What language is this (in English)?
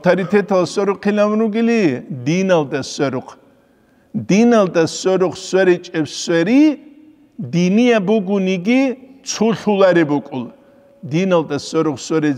Avaric